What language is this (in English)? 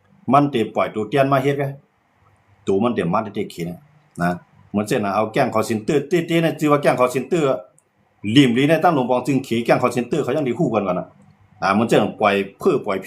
Shan